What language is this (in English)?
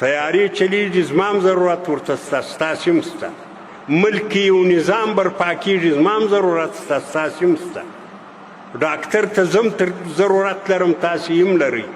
Pashto